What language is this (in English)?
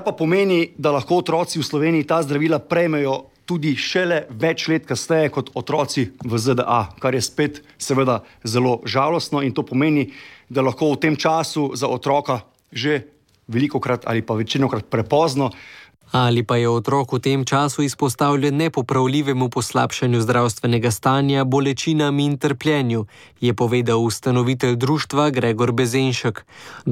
Slovenian